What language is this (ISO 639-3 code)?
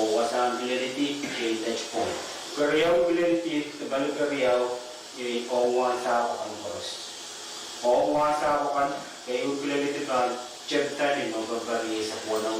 pon